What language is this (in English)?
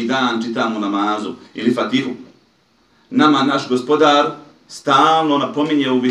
Bosnian